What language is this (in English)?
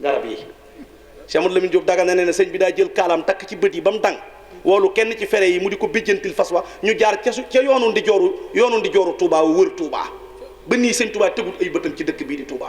Wolof